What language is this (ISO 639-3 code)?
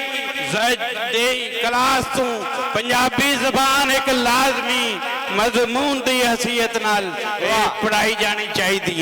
lah